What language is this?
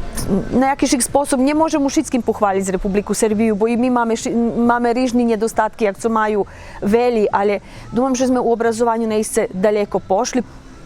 Rusyn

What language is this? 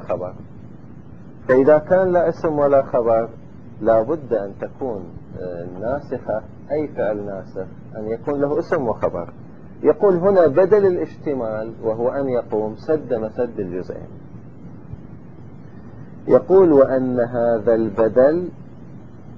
Arabic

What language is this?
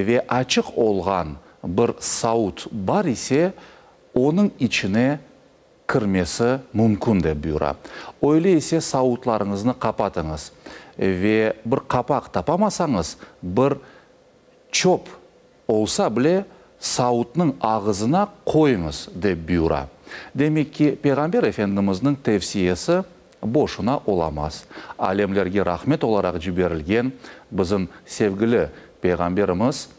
Crimean Tatar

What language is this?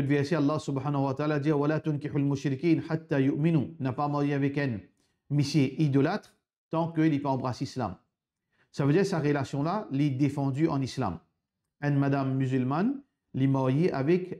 Morisyen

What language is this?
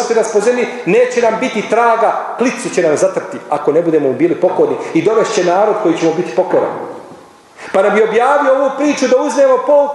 Bosnian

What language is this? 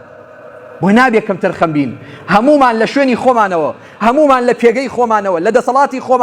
Central Kurdish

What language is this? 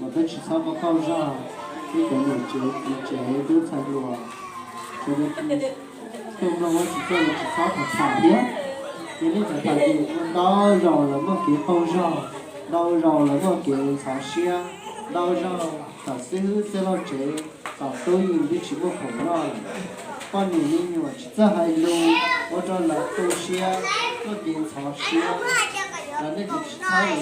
Hmong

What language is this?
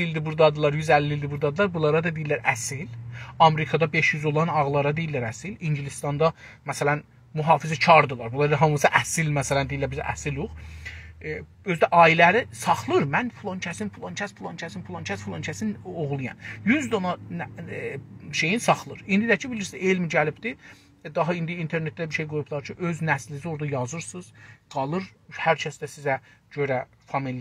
South Azerbaijani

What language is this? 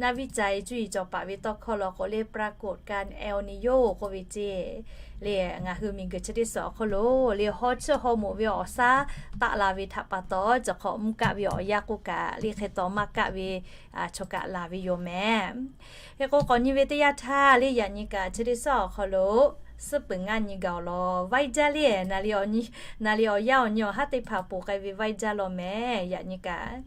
Lahu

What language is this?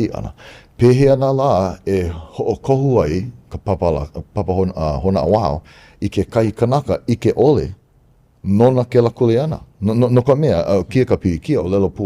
Hawaiian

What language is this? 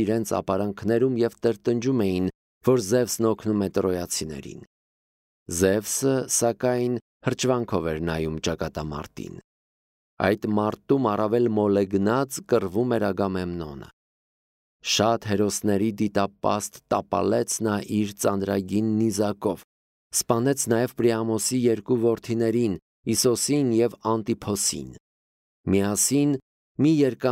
Armenian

